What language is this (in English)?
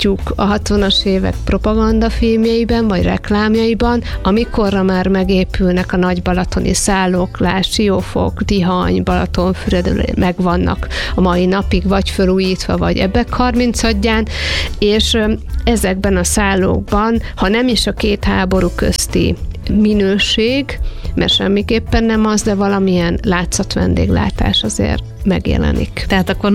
Hungarian